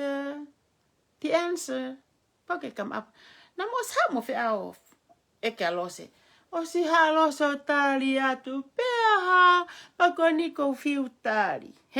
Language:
Tongan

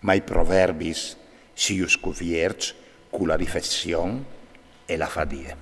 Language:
Friulian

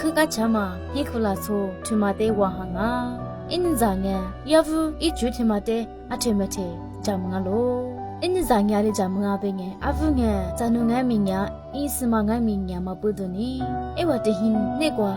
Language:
Lisu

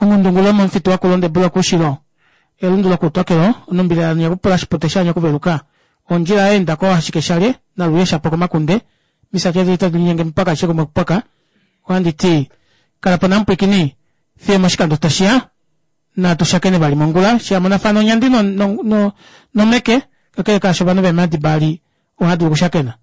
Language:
Kuanyama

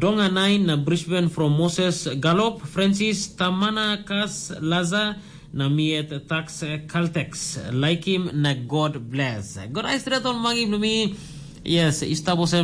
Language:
Tok Pisin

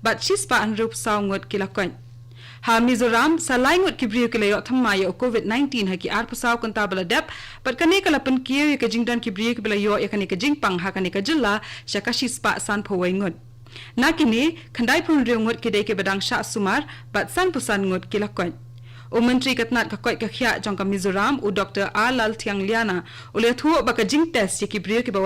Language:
Khasi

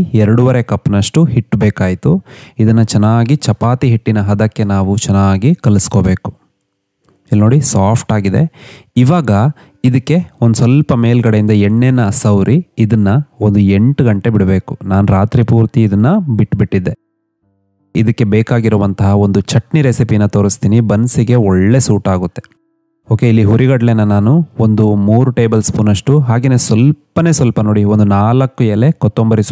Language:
Kannada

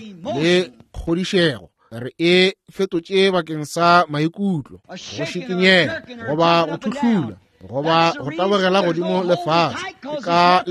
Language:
Northern Sotho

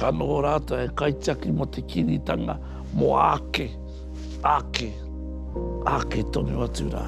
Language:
Māori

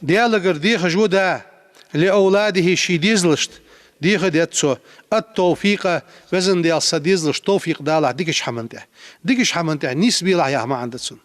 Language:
Ingush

